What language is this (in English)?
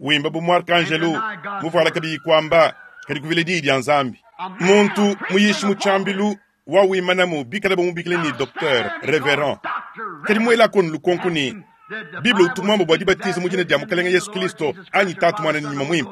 Luba-Lulua